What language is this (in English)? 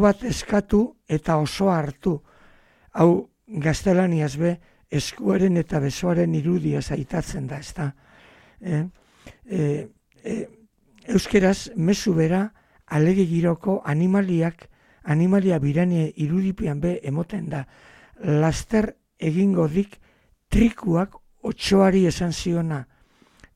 Basque